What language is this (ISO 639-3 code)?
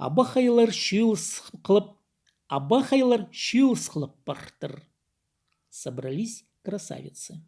kjh